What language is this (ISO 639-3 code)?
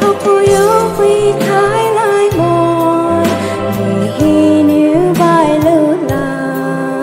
pmx